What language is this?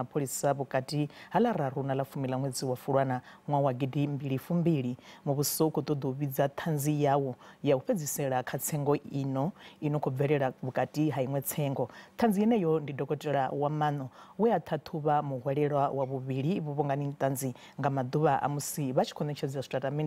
Venda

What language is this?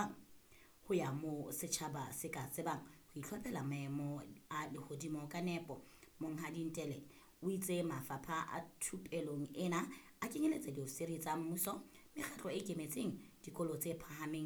Southern Sotho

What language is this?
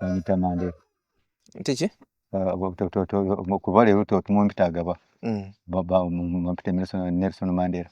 Ganda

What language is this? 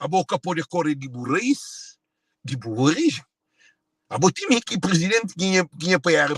Kabuverdianu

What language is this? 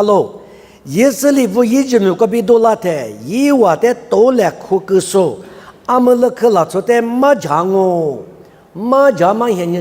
Lisu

